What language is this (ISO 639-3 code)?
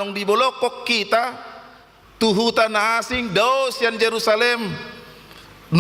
bbc